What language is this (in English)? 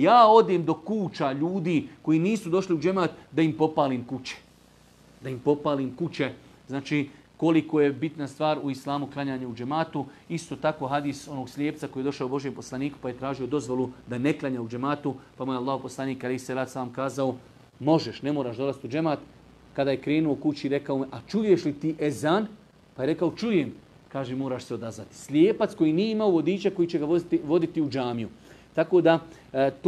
Bosnian